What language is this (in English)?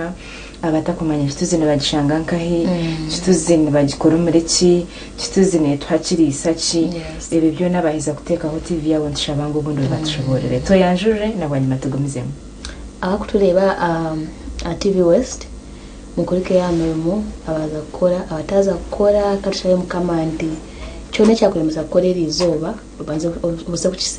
Nyankole